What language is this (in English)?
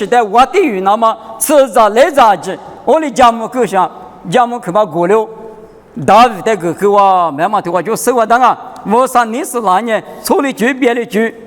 Lisu